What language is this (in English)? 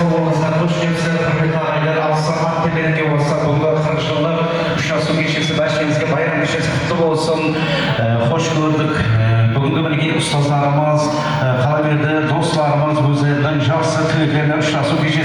Kara-Kalpak